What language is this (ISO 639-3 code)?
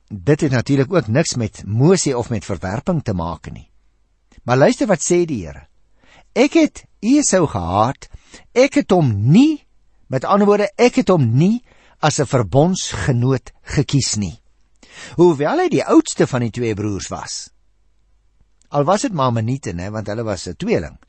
afr